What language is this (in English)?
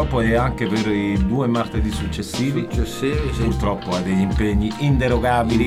Italian